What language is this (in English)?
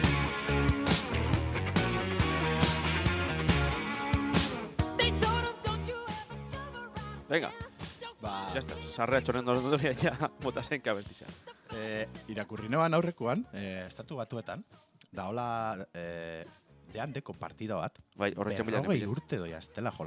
Basque